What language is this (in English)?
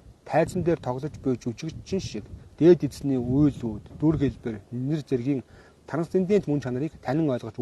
Mongolian